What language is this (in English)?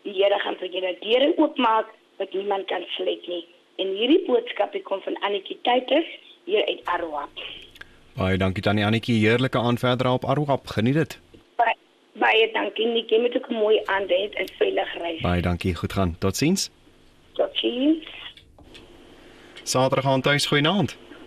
Afrikaans